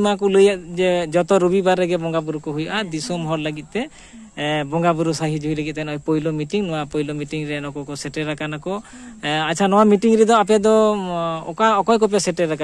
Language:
Santali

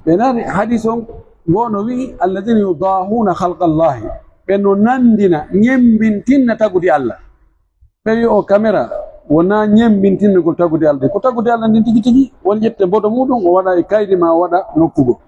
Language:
Pular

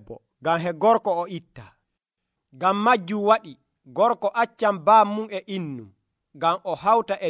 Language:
Nigerian Fulfulde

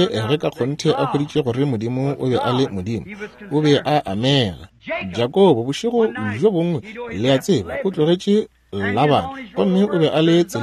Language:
Northern Sotho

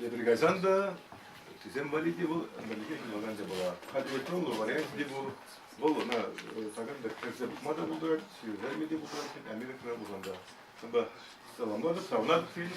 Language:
Chuvash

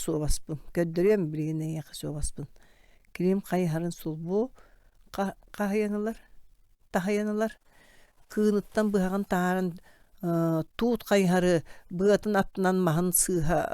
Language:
Yakut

